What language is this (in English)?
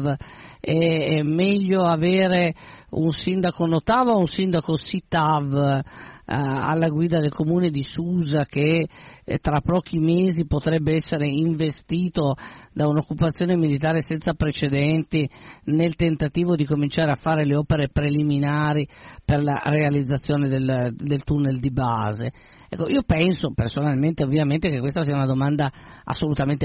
Italian